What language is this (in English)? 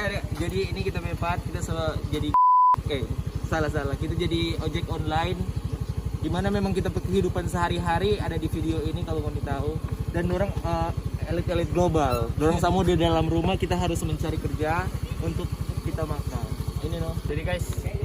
Manado Malay